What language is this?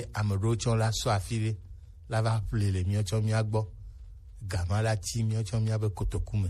Gen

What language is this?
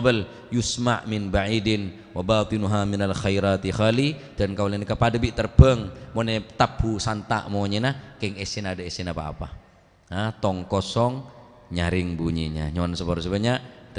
Madurese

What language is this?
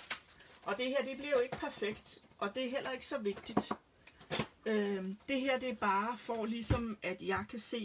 Danish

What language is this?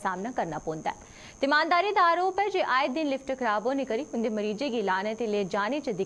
Dogri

